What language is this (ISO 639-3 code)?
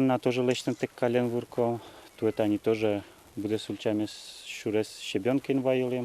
udm